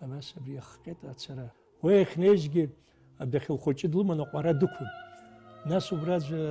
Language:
Abkhazian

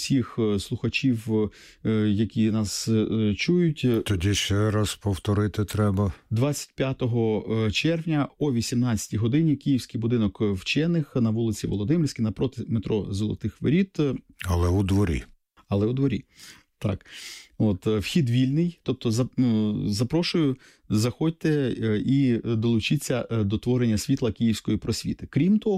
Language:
Ukrainian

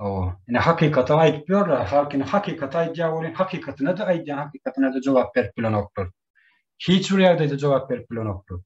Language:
Turkmen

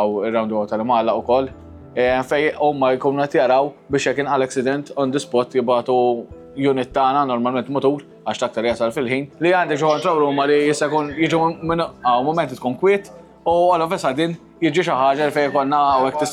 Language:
Maltese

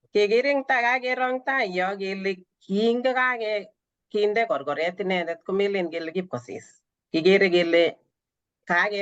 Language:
Kalenjin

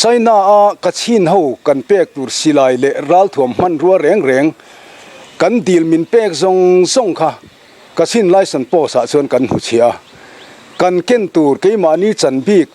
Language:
Mizo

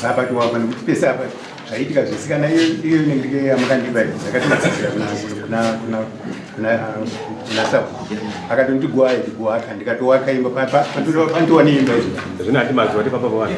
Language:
Shona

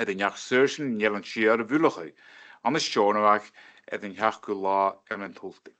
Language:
Scottish Gaelic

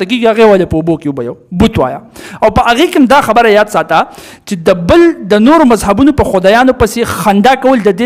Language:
Pashto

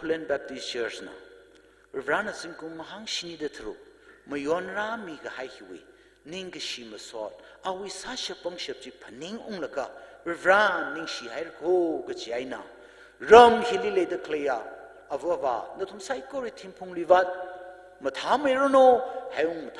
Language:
Tangkhul Naga (India)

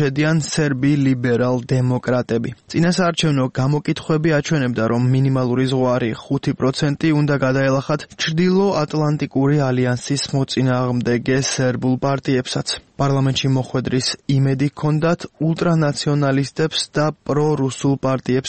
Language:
Georgian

